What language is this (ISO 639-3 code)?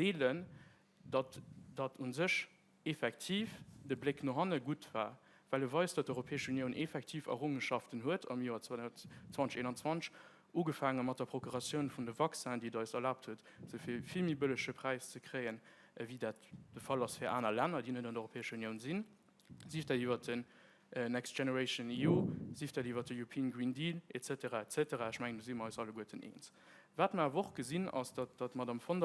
ltz